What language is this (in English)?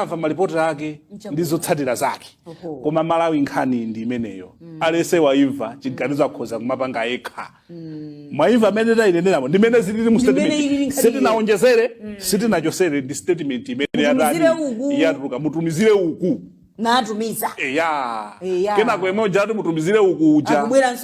Nyanja